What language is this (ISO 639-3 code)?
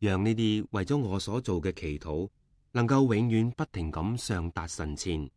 yue